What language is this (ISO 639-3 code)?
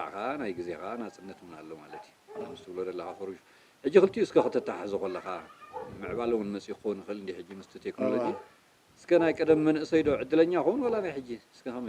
tir